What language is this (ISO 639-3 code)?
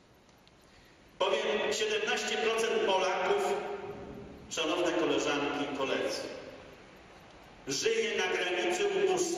pol